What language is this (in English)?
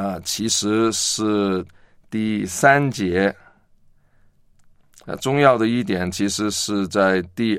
Chinese